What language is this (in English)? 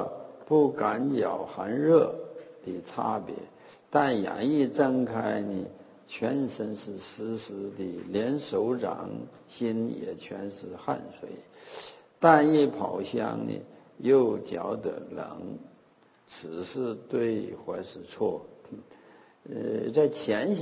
Chinese